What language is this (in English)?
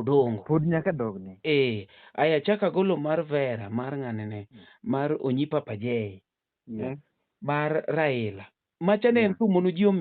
Luo (Kenya and Tanzania)